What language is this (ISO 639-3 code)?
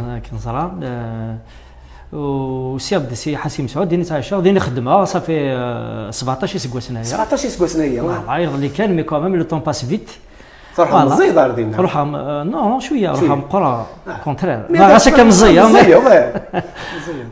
kab